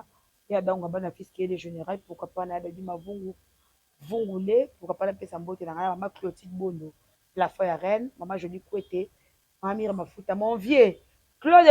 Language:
Lingala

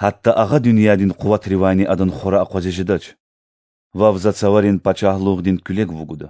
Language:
Lezghian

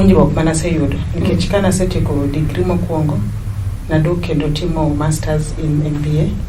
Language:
Luo (Kenya and Tanzania)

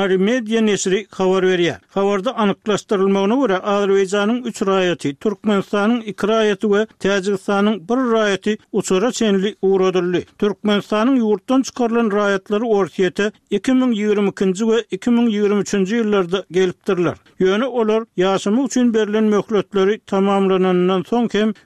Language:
Turkmen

